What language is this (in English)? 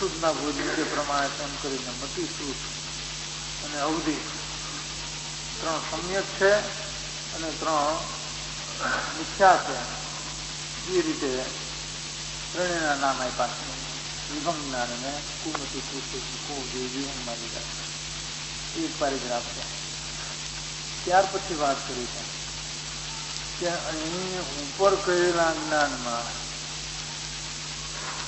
Gujarati